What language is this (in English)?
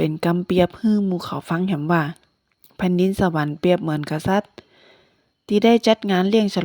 Northern Thai